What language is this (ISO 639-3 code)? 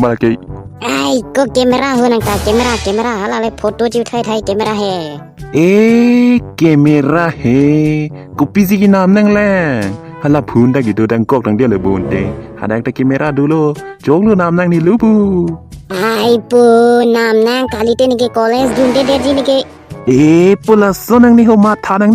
mjw